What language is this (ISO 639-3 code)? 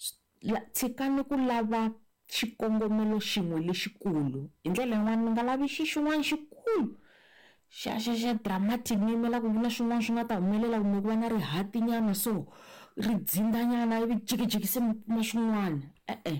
tso